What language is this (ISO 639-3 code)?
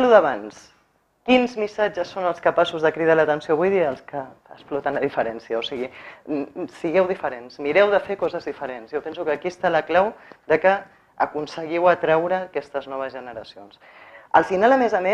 cat